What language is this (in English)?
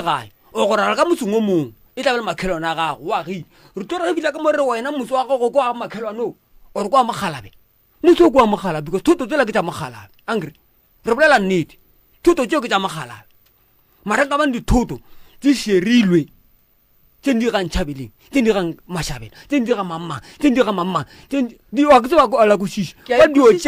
Northern Sotho